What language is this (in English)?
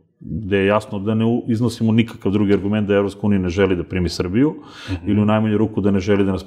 Serbian